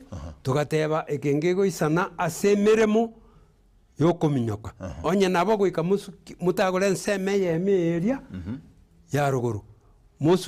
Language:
Gusii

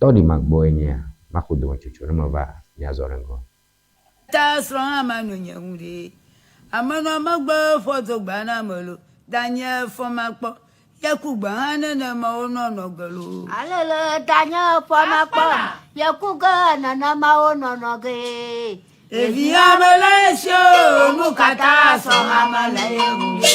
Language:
Ewe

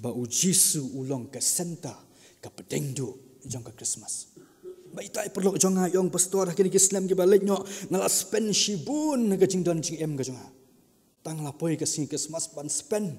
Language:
Khasi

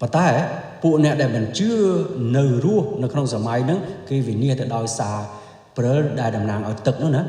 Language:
Khmer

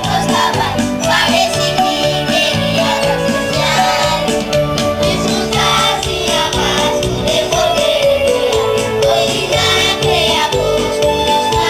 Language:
Papiamento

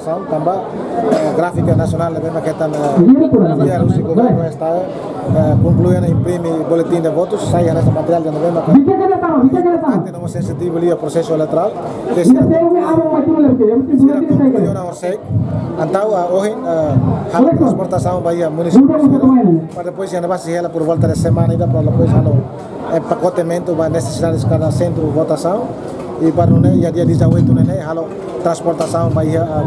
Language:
Tetum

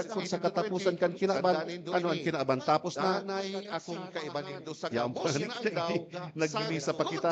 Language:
Bikol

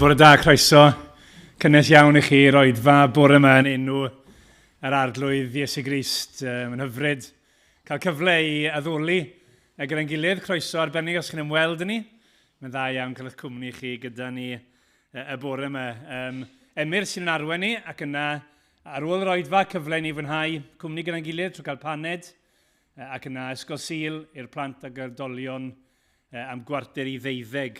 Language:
Welsh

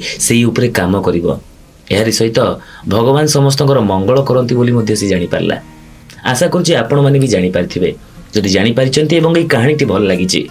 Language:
Odia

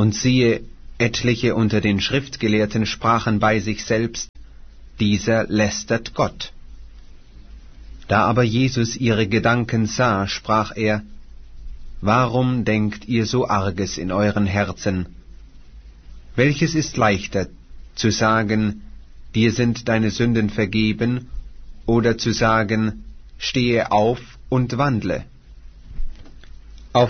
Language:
German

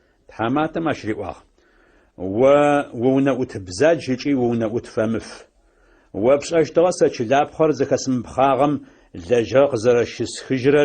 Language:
Adyghe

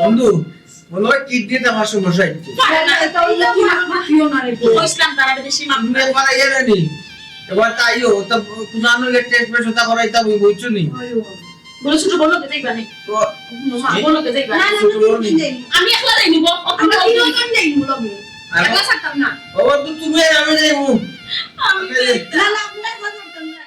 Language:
Sylheti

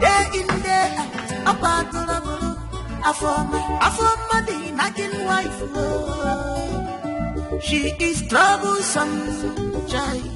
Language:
Nigerian Pidgin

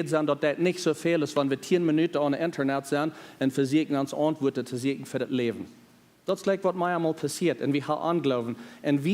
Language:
Plautdietsch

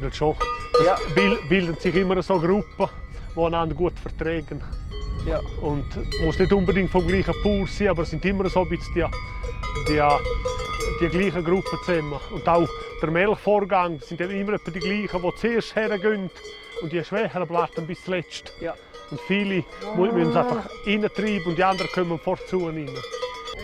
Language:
Swiss German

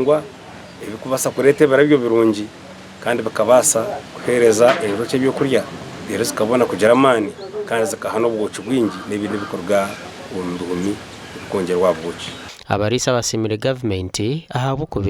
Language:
Nyankole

